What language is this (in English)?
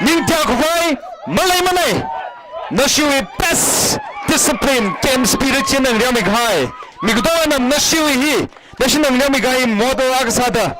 Tangkhul Naga (India)